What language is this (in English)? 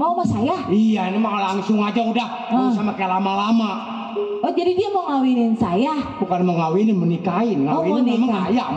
Betawi